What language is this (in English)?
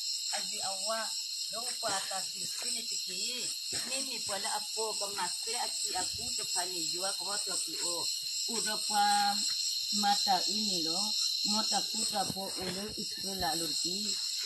S'gaw Karen